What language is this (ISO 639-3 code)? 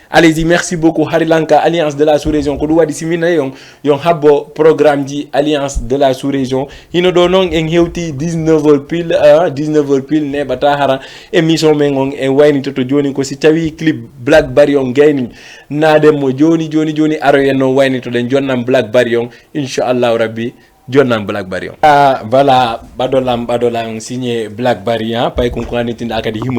ful